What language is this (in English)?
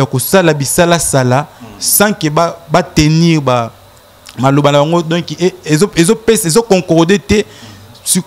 Lingala